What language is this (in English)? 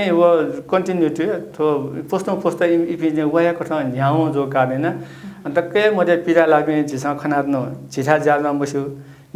Newari